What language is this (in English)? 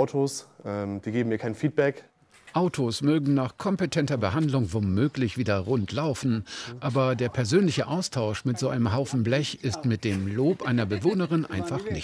German